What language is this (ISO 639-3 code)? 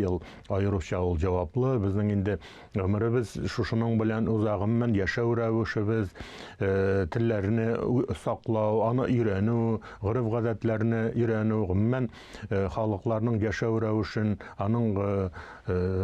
tat